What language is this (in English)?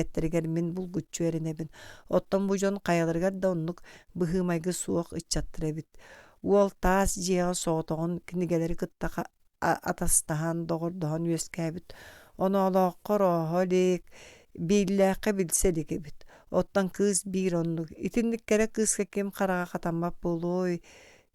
Yakut